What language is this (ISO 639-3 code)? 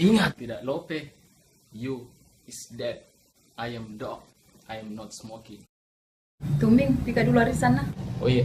mfp